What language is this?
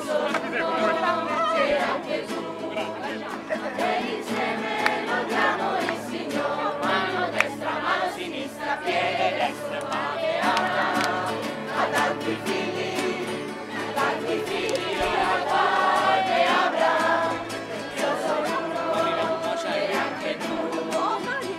Italian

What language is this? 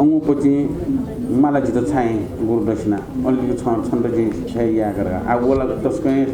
Newari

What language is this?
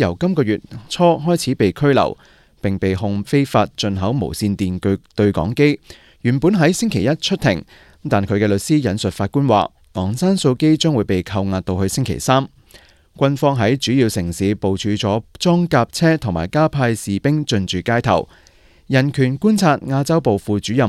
Cantonese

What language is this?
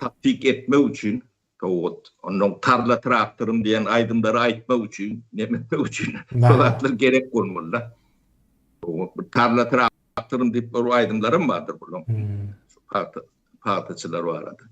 Turkmen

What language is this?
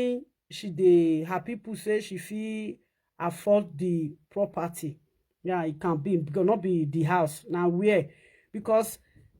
Nigerian Pidgin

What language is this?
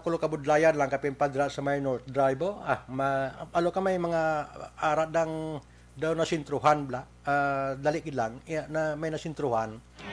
Hiligaynon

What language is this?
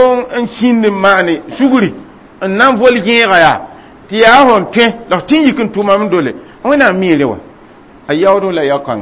Mossi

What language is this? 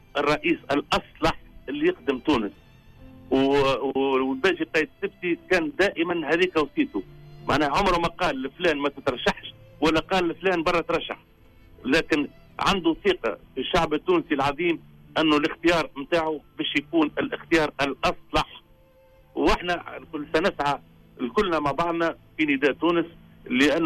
Tunisian Arabic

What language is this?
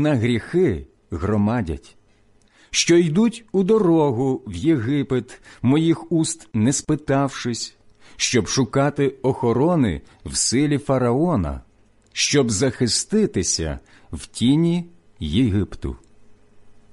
Ukrainian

